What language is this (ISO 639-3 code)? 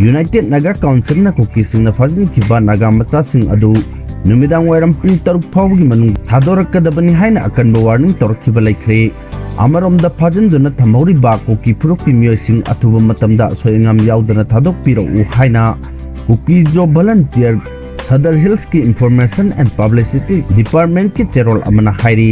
mni